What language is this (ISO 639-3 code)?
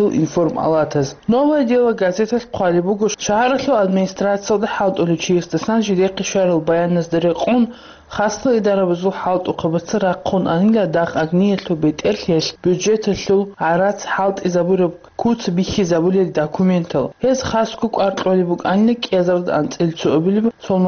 ava